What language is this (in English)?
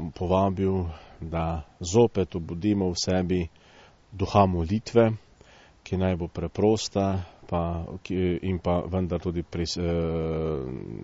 Slovenian